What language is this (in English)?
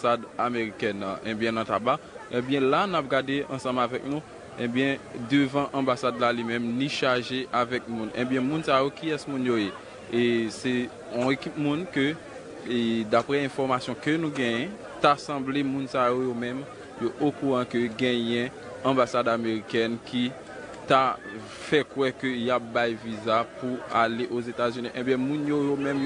Haitian Creole